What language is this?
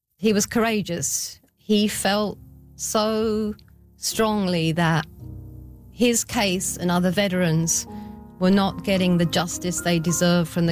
English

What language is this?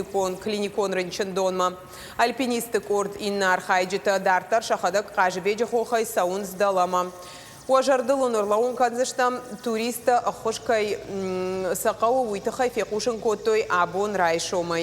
Ossetic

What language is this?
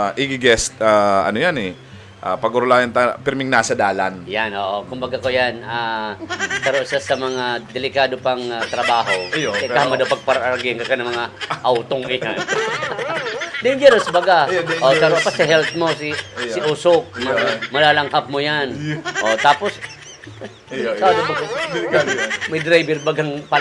Bikol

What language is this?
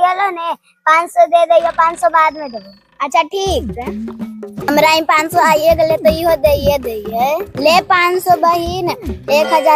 Magahi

